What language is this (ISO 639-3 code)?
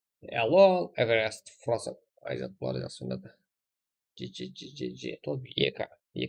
kaa